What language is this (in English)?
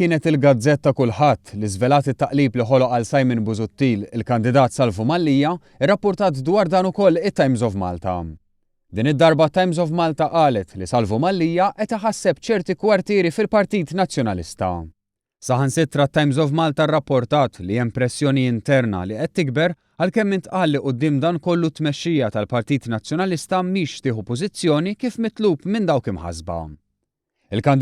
Maltese